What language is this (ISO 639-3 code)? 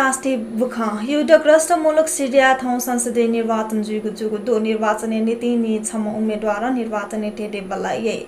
new